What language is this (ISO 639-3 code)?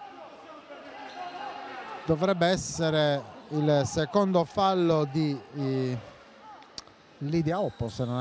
ita